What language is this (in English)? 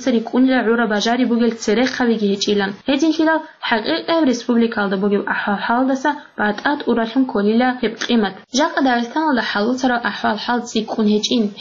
Avaric